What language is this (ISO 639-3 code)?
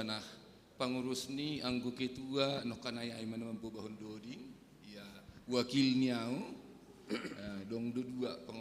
bts